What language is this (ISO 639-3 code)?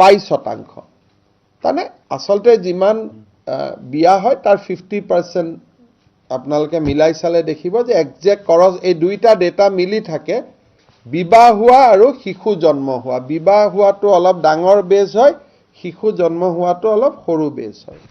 asm